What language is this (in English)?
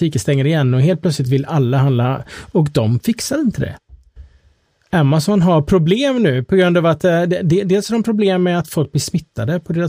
Swedish